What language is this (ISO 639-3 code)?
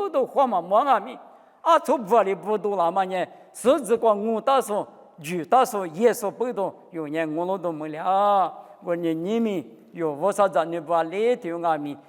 lis